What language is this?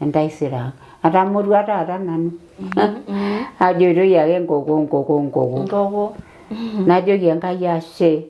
Masai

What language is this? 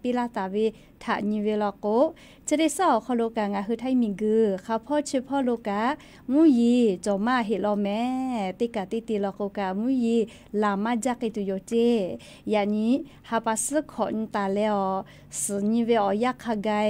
Thai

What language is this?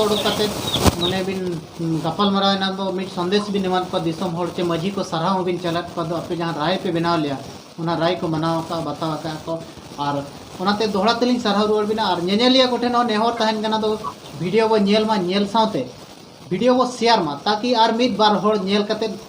Santali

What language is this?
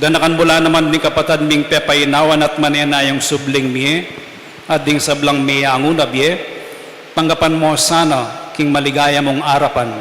Pampanga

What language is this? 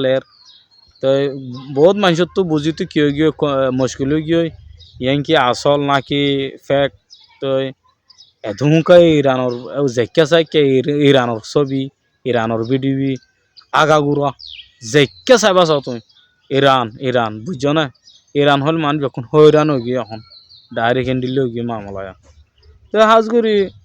Rohingya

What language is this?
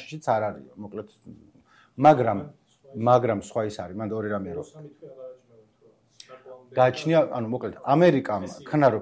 Georgian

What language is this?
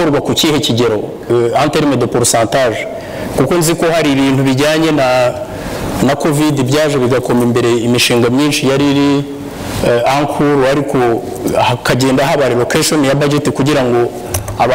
Kinyarwanda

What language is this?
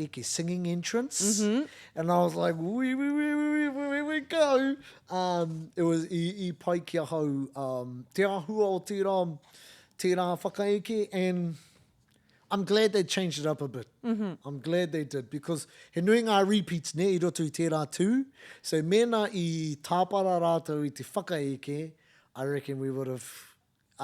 Māori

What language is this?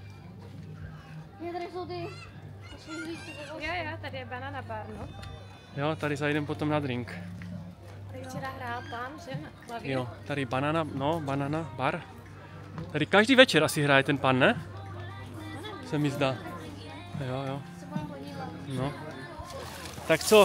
Czech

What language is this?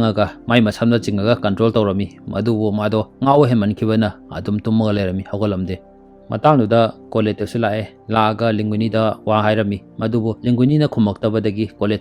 Manipuri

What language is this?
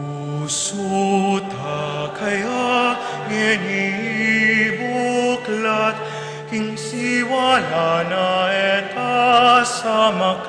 Pampanga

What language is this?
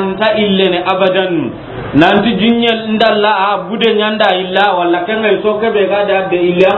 Soninke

